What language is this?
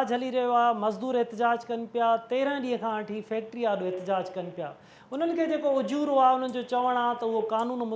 Sindhi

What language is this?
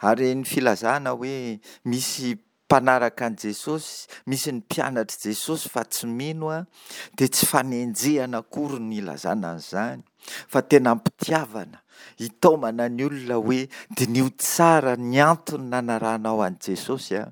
Malagasy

